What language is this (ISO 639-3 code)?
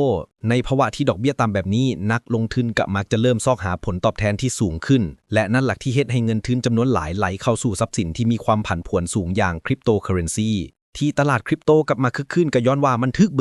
lao